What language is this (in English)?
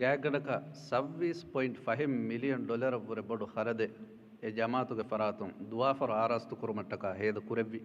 Divehi